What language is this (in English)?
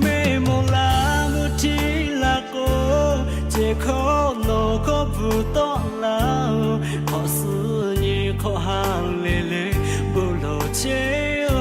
Lahu